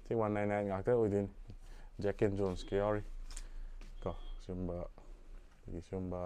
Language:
Manipuri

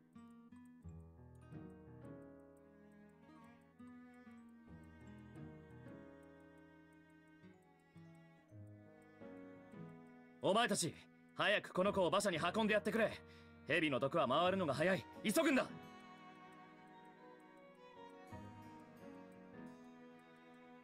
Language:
Japanese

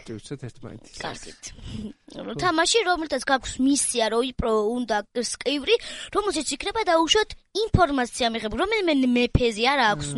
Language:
Georgian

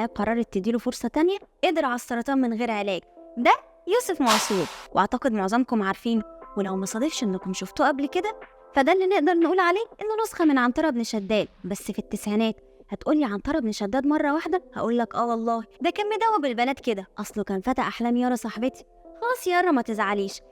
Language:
Egyptian Arabic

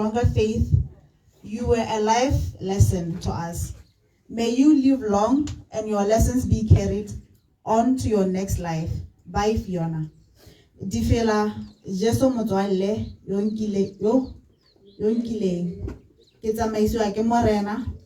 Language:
Tswana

